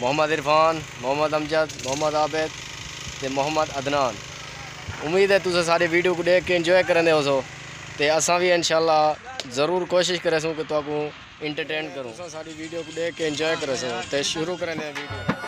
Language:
Saraiki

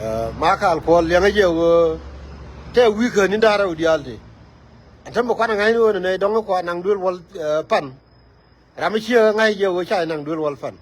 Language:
Nuer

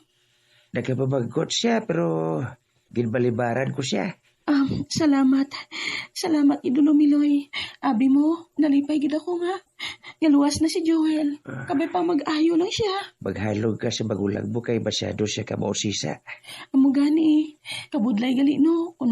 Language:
Hiligaynon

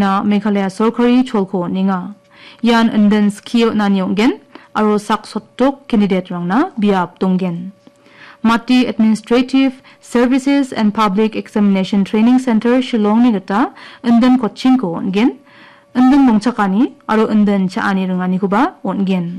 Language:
Garo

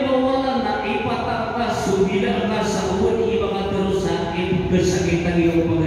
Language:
Maranao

